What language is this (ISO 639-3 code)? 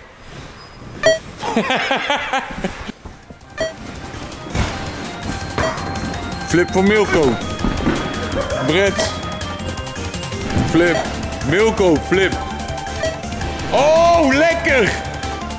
nld